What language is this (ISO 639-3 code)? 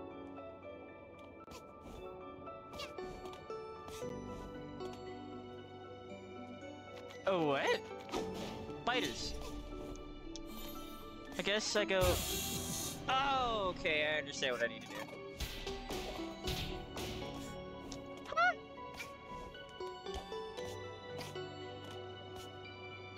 eng